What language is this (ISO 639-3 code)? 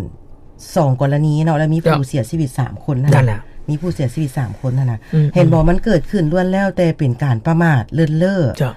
lao